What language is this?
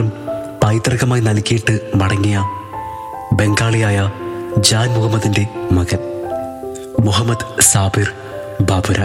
Malayalam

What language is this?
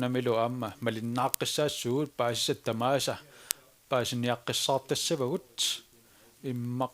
Kalaallisut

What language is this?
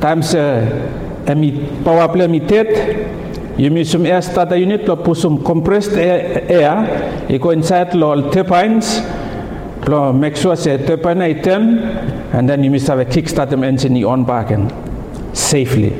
Bislama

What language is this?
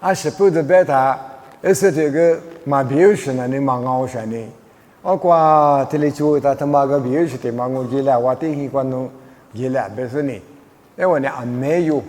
Lisu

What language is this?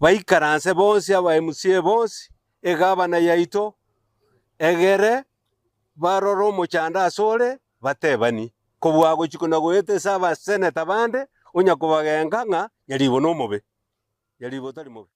Gusii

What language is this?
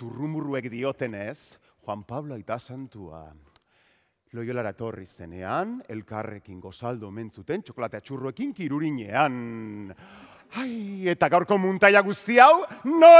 Basque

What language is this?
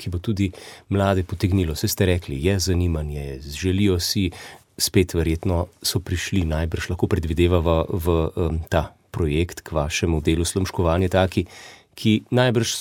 Slovenian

